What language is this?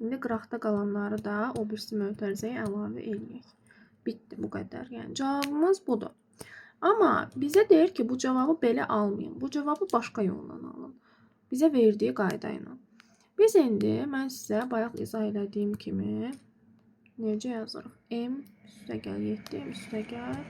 Azerbaijani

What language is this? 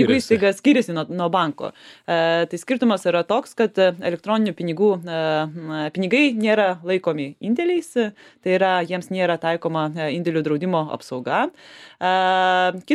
Lithuanian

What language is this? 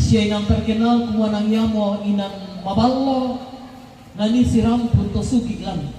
Toraja-Sa'dan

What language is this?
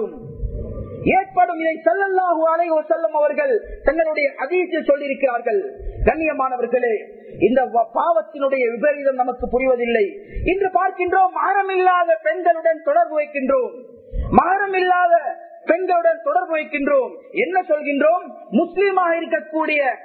Tamil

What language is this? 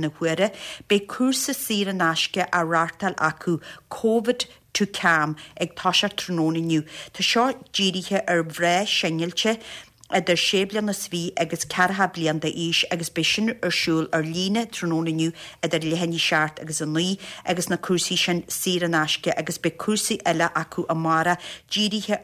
Irish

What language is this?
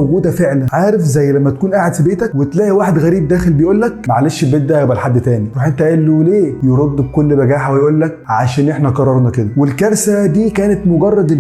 Egyptian Arabic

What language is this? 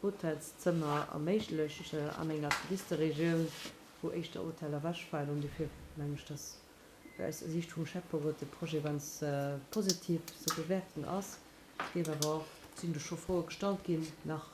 Luxembourgish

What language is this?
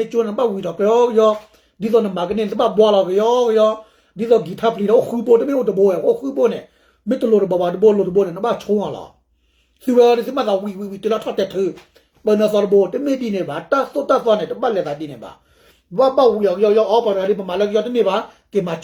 S'gaw Karen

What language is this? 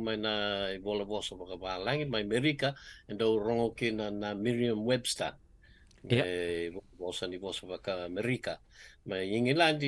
Fijian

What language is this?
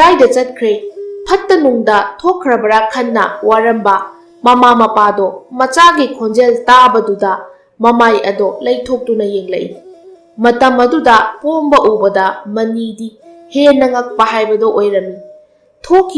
Manipuri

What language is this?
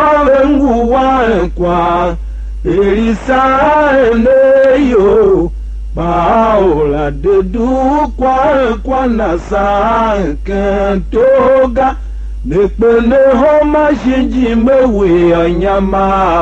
Tiv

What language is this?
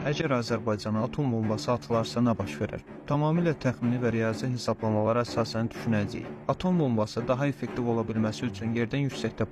Azerbaijani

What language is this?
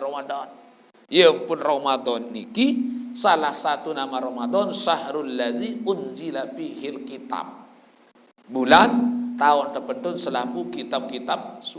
Sasak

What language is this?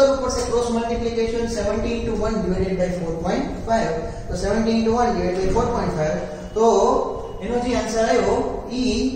Gujarati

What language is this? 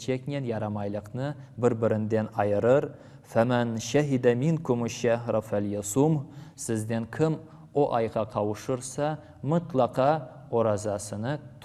Crimean Tatar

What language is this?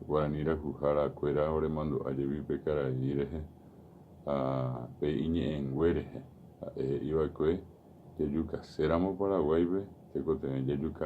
Guarani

